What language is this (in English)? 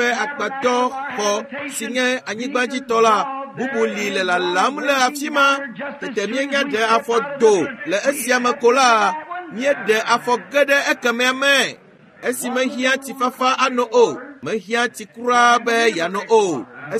Ewe